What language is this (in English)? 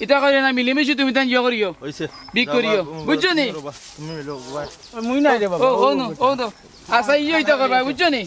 Sylheti